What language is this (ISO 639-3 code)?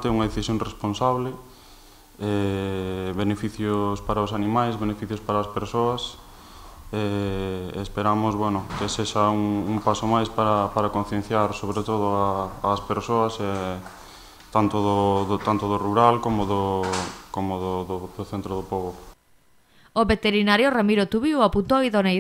glg